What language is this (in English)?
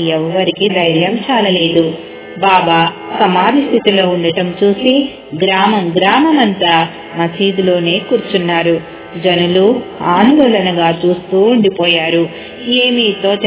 Telugu